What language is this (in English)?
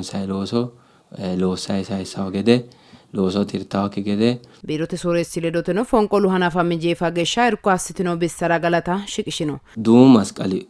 Sidamo